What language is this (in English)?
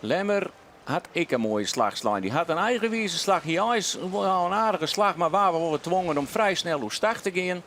Western Frisian